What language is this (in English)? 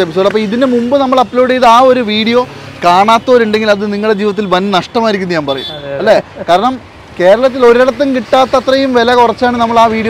Malayalam